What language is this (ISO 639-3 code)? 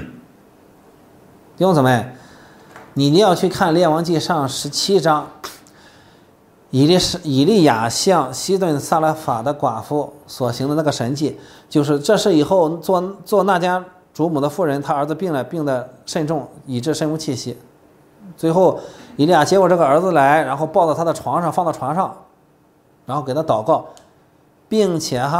zho